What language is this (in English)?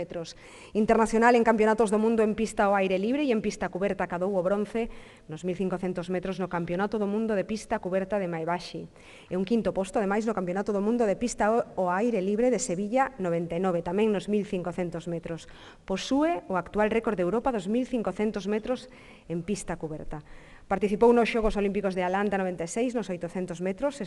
Galician